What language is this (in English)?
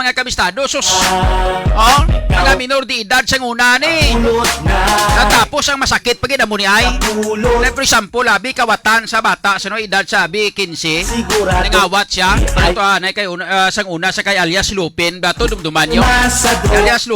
Hiligaynon